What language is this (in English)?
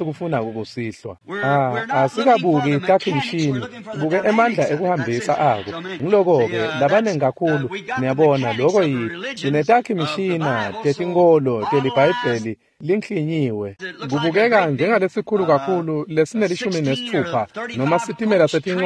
Swati